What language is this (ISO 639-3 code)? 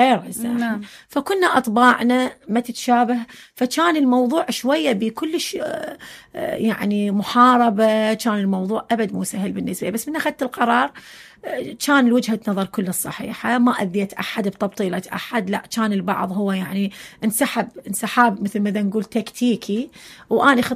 acm